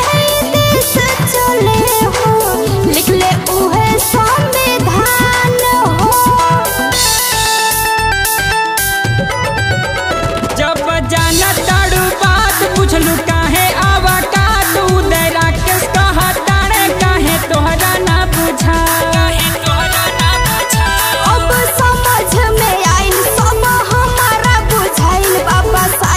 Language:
Bhojpuri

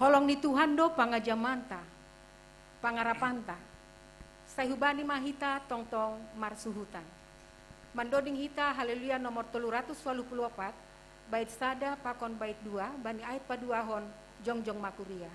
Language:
Batak Simalungun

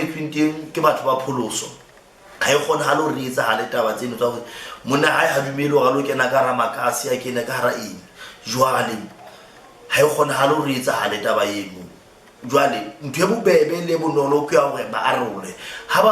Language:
Southern Sotho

